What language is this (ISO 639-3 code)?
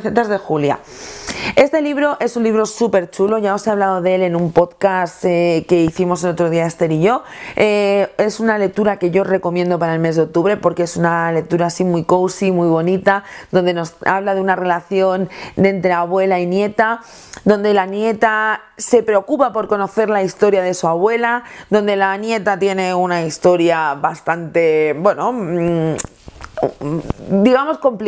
spa